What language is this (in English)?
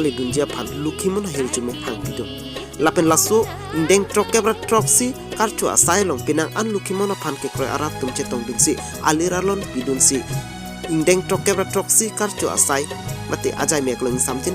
Karbi